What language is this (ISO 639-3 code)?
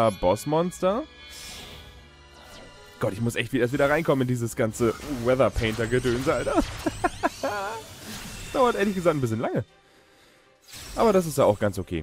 deu